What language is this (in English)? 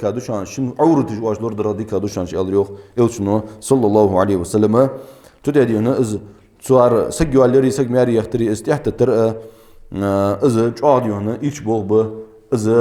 Ingush